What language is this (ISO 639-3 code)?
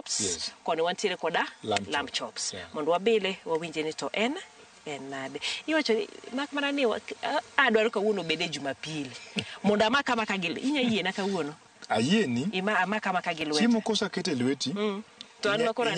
luo